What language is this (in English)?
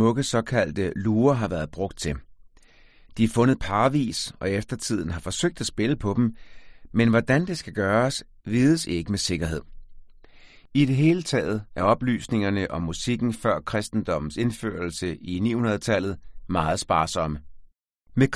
Danish